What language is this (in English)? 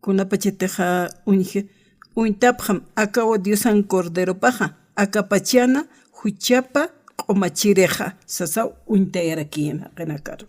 Aymara